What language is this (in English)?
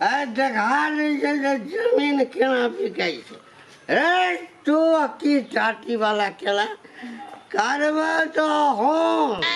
Maithili